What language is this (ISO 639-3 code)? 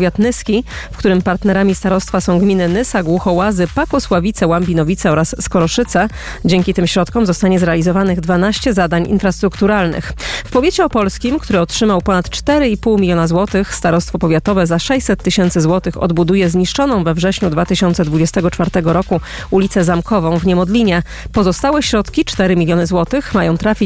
pol